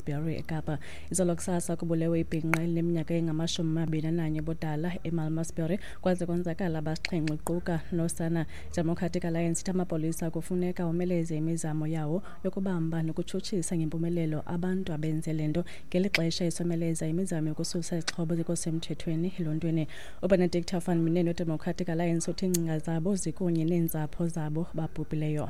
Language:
Xhosa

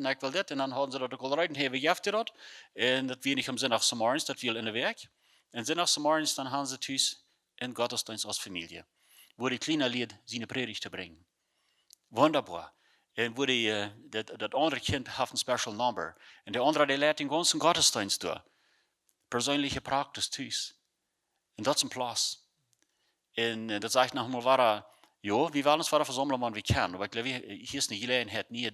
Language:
Plautdietsch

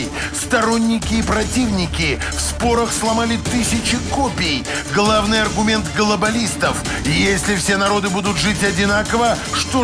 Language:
Russian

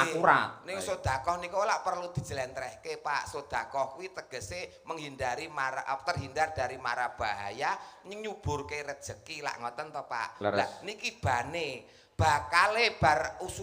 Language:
Javanese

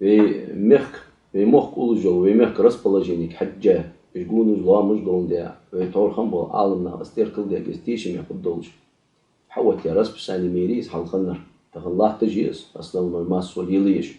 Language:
Ingush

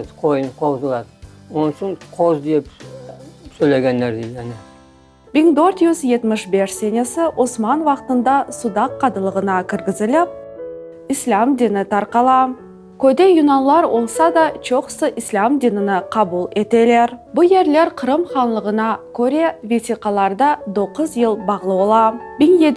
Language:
Crimean Tatar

